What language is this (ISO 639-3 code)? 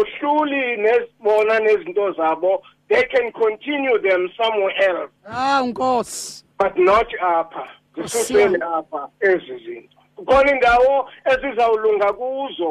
xho